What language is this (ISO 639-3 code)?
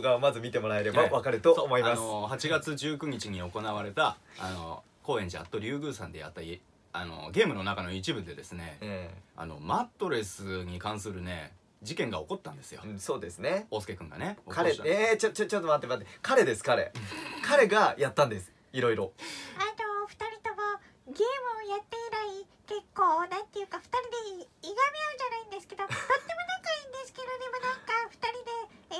jpn